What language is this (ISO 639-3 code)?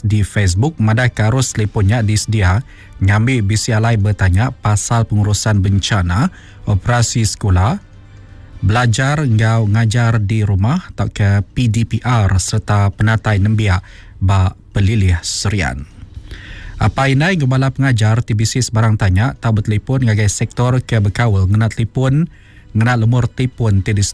iba